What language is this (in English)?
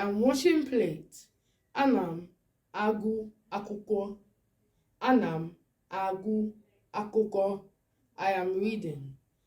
Igbo